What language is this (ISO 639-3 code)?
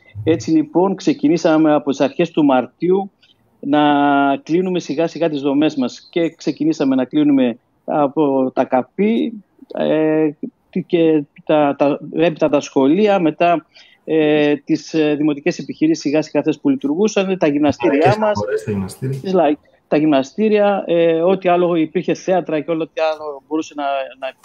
ell